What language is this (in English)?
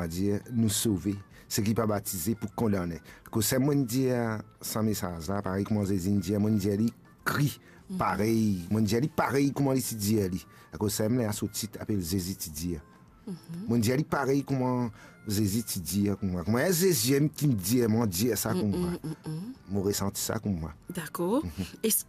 Morisyen